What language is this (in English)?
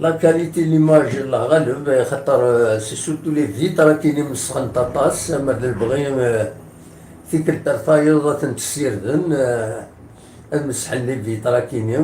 Kabyle